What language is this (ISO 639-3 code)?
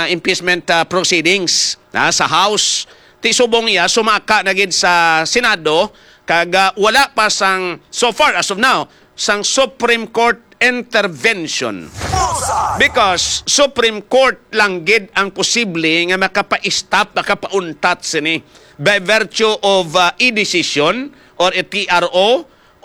hil